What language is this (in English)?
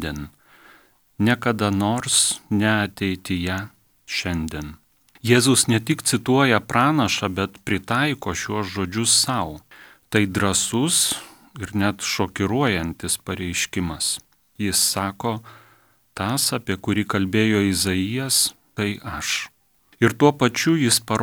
Lithuanian